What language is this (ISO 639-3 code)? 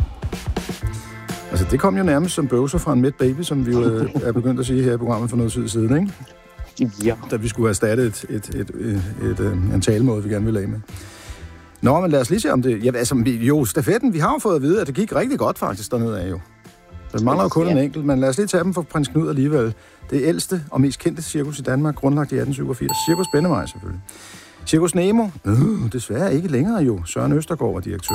dan